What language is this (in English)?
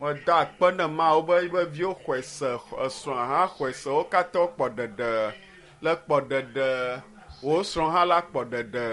Ewe